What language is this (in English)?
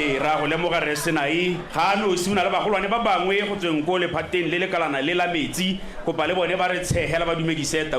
Tswana